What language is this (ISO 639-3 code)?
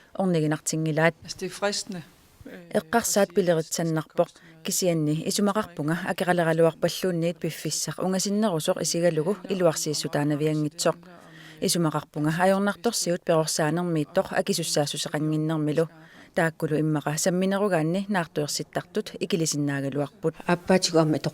kal